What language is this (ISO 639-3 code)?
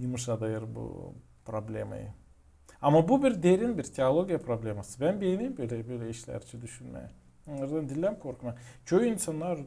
gag